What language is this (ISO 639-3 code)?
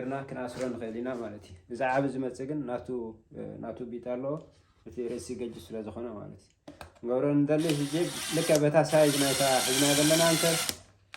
tir